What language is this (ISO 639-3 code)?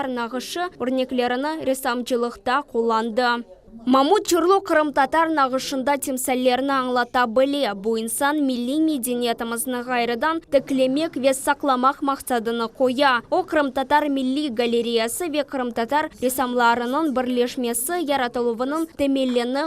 crh